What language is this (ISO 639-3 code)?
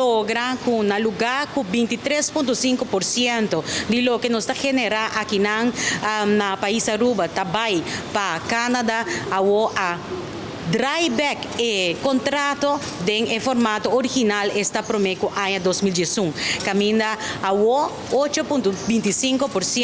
pap